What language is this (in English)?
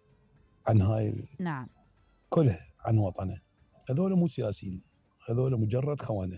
Mesopotamian Arabic